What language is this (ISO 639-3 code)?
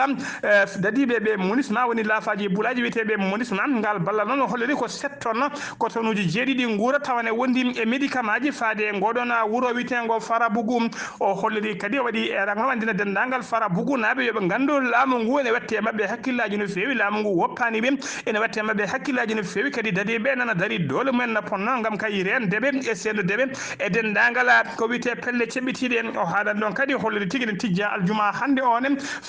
ful